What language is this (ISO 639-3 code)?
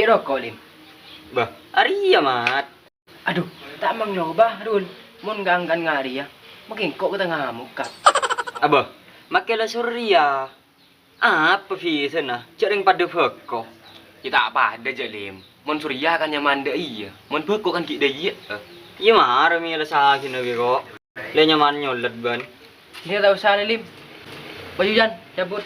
mad